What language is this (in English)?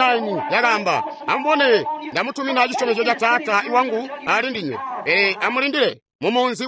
Tonga (Zambia)